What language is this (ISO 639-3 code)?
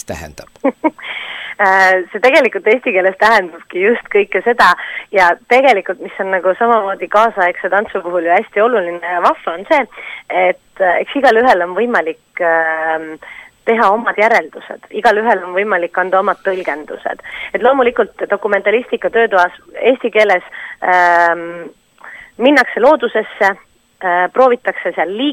est